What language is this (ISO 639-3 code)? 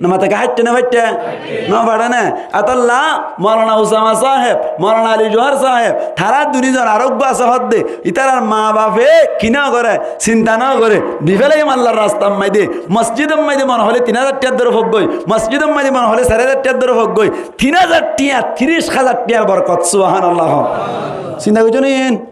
rhg